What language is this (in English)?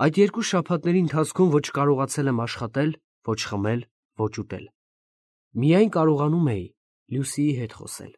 Armenian